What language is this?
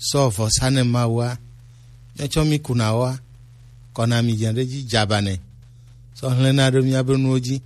Gen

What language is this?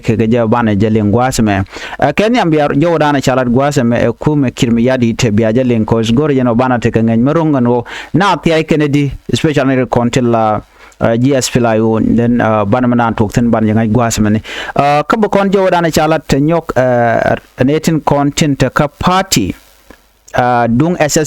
Nuer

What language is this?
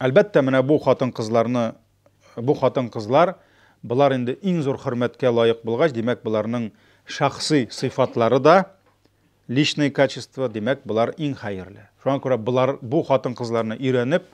Tatar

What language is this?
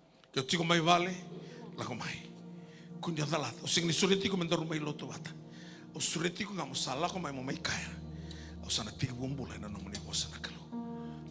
Fijian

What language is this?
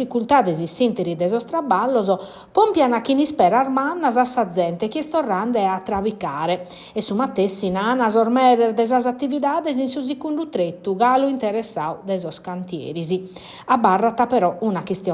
Sardinian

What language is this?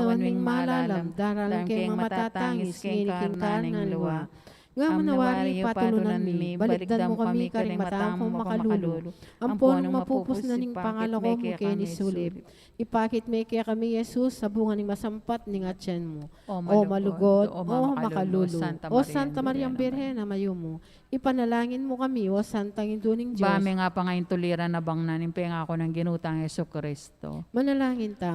Pampanga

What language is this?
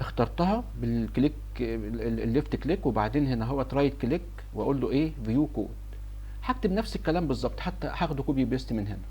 Egyptian Arabic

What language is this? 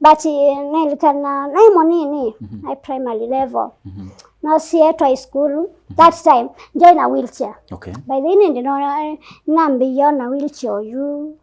Kamba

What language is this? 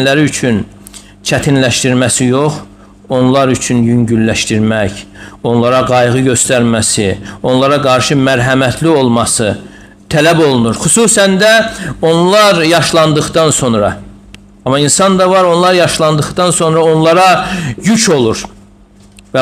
Azerbaijani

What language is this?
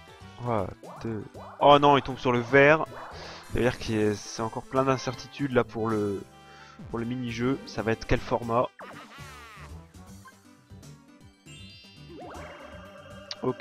French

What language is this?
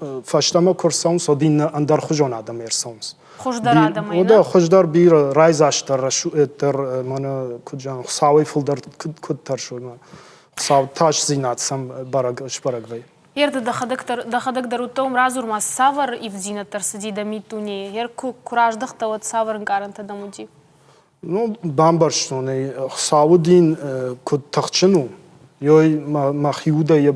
Ossetic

